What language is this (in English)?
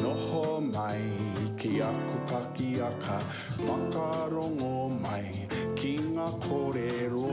Māori